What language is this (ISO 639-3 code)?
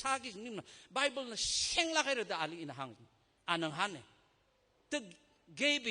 nmf